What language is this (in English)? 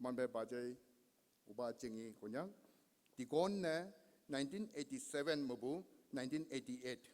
Konyak Naga